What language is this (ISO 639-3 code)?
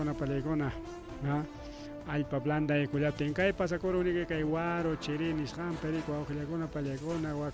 quy